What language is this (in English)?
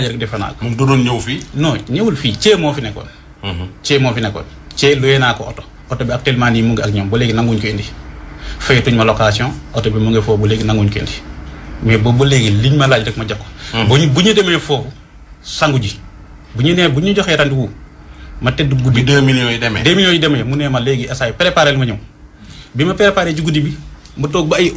Wolof